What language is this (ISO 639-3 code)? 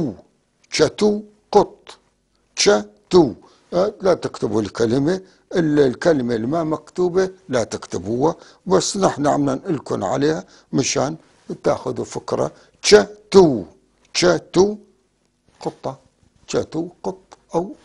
apc